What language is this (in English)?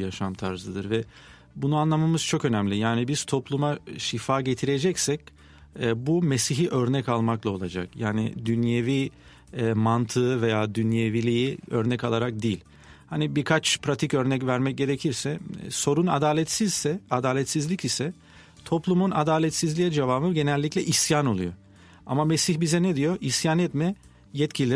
Turkish